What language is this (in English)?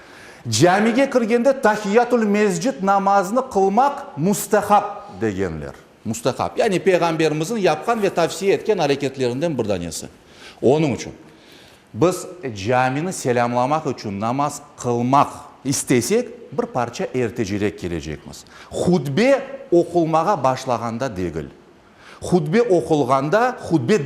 Crimean Tatar